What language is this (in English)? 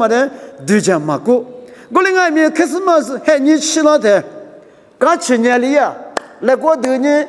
Lisu